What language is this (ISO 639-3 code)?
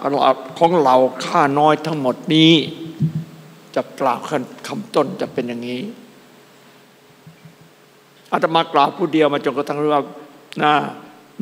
tha